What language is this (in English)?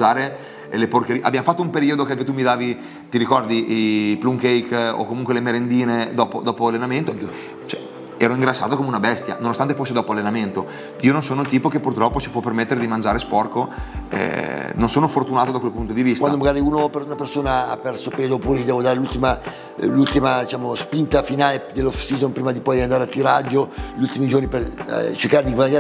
Italian